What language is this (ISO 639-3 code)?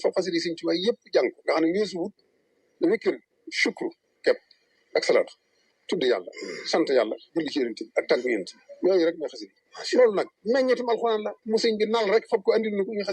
wol